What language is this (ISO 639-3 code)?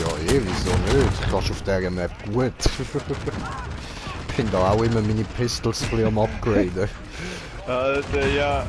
gsw